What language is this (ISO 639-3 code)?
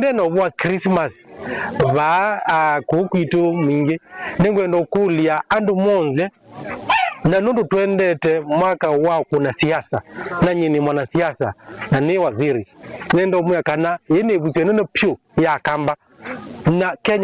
kam